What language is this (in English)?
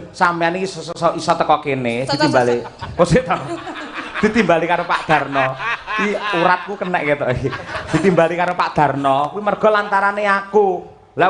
Javanese